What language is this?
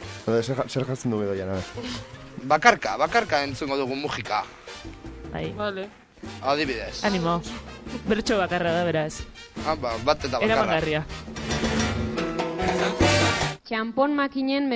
Basque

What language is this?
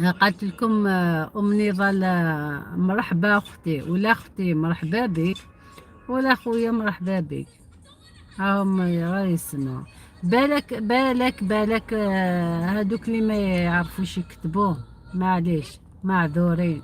Algerian Arabic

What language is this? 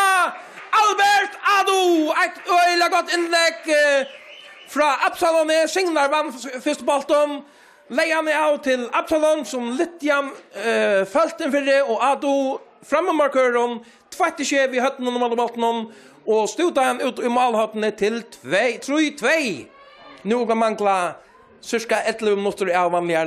Faroese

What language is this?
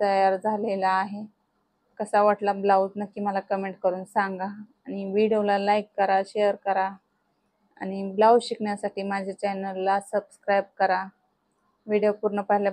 Marathi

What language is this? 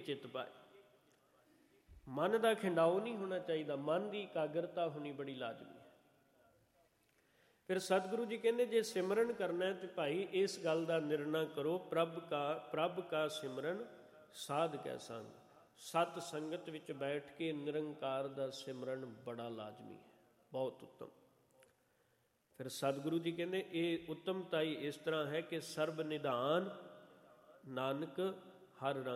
Punjabi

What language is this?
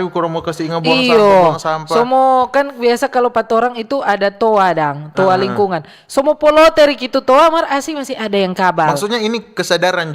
Manado Malay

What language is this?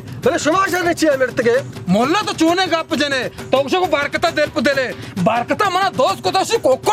Baluchi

